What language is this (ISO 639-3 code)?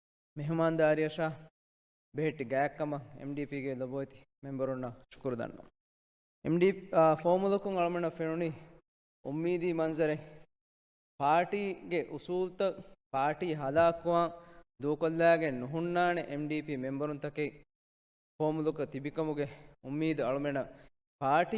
div